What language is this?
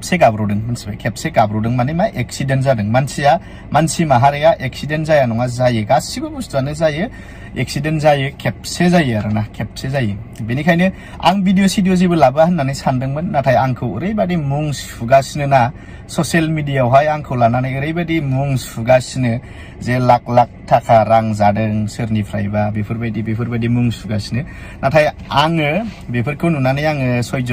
Bodo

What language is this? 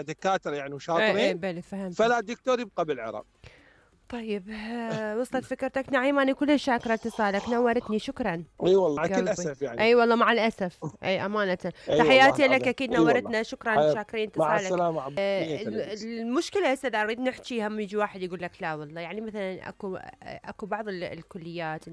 Mesopotamian Arabic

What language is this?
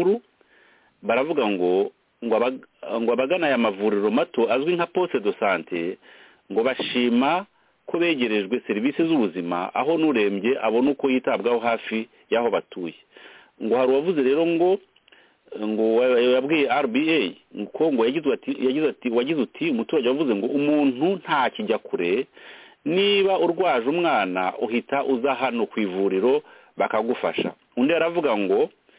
Kinyarwanda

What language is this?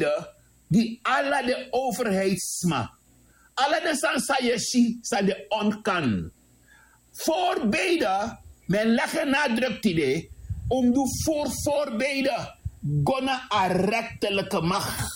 Sranan Tongo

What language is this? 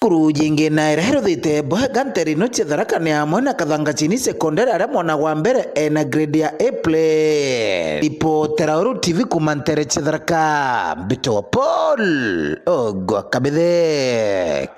Meru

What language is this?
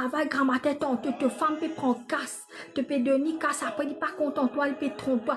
Morisyen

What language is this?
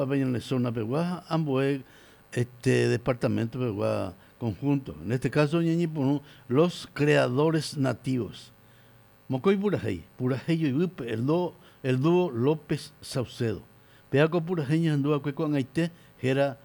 Guarani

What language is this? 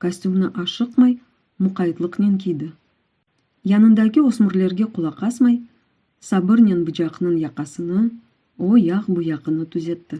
Crimean Tatar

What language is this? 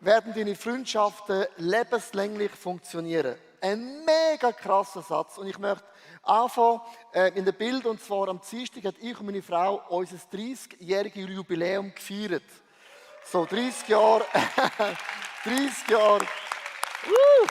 Swiss German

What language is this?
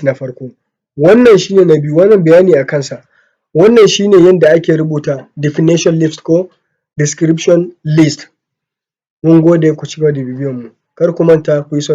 Hausa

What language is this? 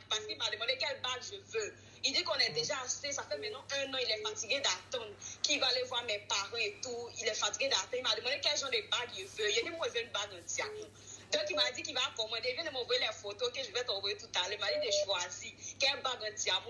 French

